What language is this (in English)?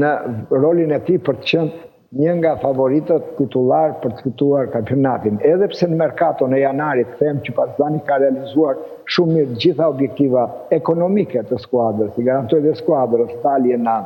Albanian